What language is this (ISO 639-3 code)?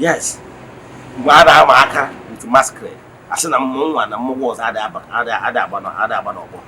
ibo